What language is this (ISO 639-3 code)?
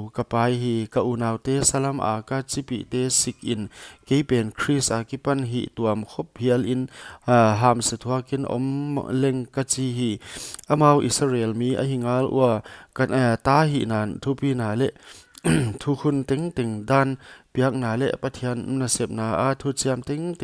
pck